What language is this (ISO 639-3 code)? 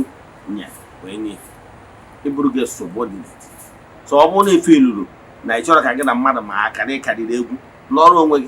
ibo